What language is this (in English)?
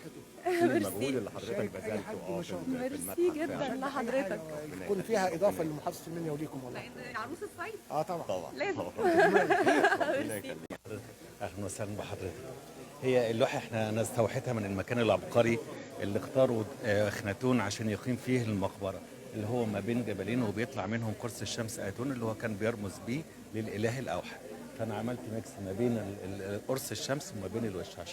Egyptian Arabic